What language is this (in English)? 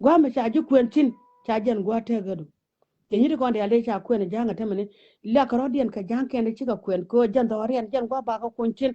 Nuer